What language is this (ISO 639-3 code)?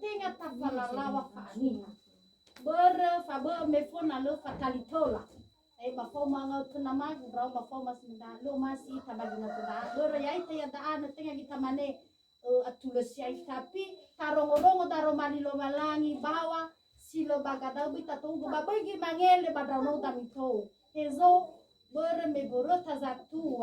nia